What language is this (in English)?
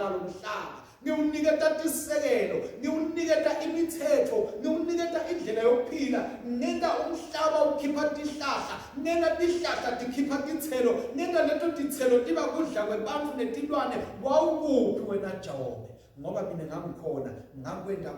Swati